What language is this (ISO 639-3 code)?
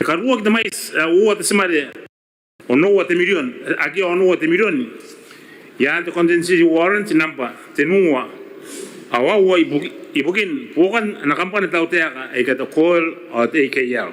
gil